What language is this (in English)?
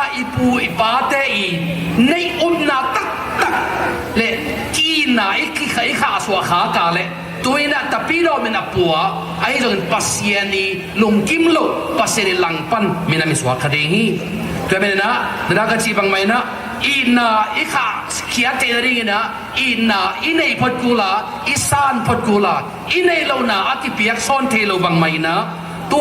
Tedim Chin